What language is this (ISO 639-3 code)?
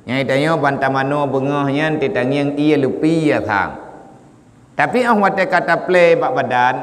ace